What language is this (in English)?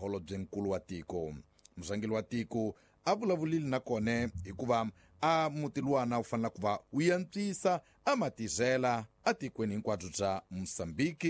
Tsonga